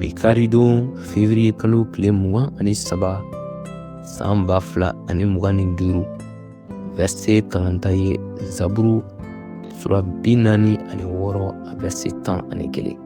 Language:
Bambara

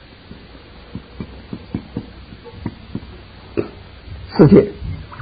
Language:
Chinese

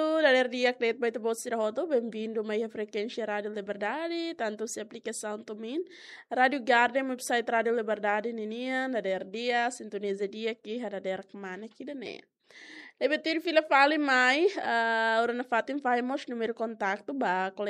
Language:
Tetum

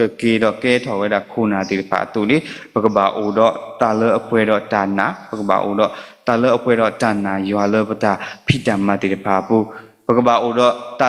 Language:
S'gaw Karen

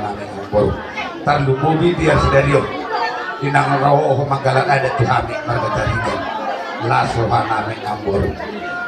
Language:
Batak Toba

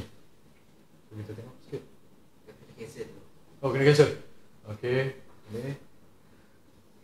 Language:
Malay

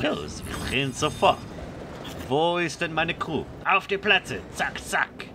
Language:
Swiss German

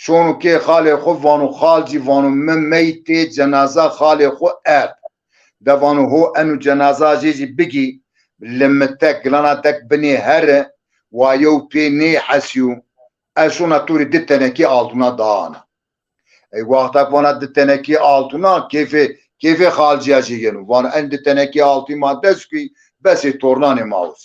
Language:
Zaza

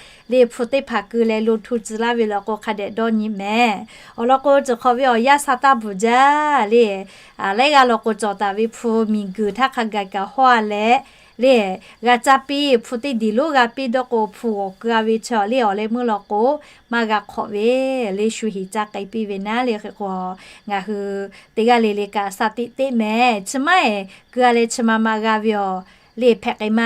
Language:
Lahu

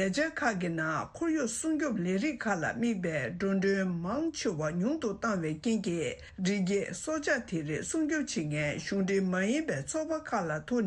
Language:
Tibetan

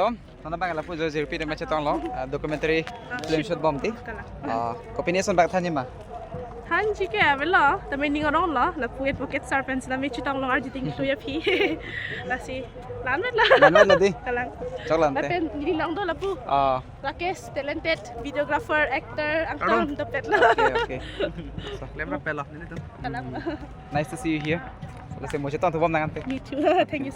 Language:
Karbi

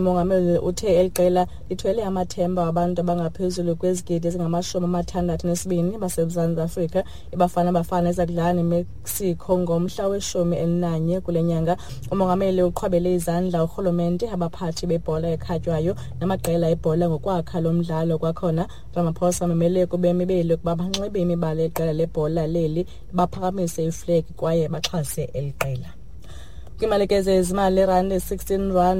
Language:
Xhosa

